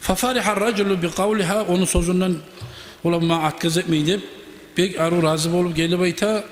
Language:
Kumyk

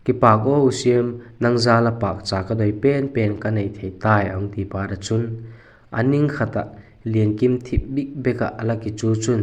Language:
Vaiphei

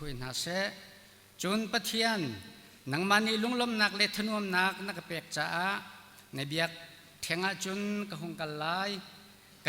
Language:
Hakha Chin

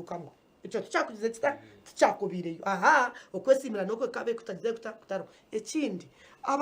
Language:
Nyankole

